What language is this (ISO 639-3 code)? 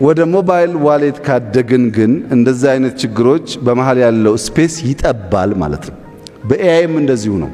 amh